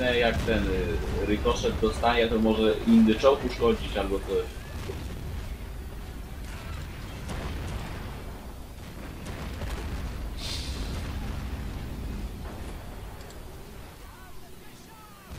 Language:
Polish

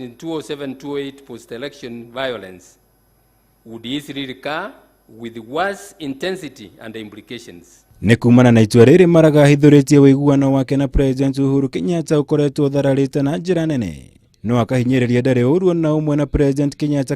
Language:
Kikuyu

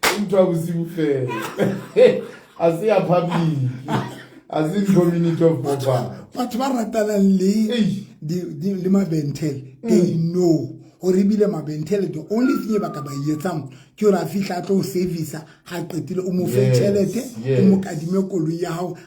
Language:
Southern Sotho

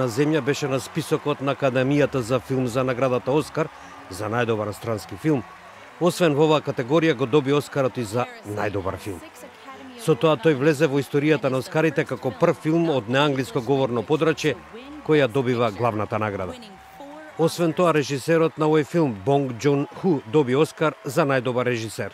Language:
Macedonian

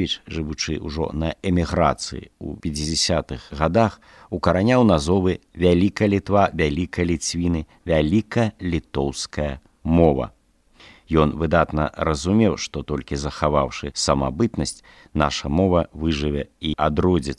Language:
Belarusian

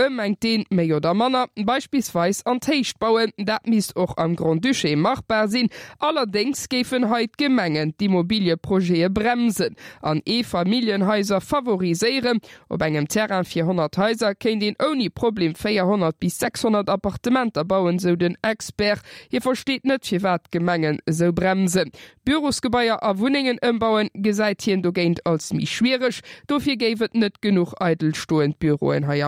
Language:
Luxembourgish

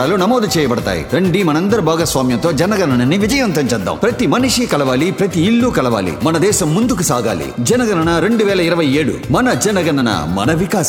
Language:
Telugu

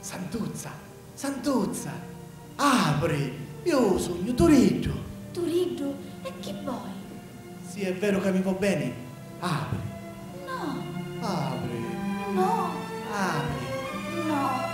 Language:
Sicilian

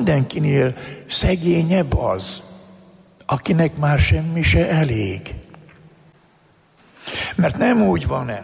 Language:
Hungarian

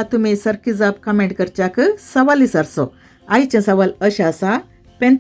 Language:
Konkani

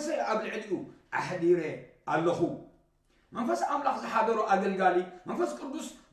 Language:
Tigrinya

